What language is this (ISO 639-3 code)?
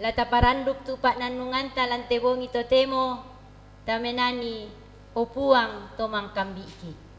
sda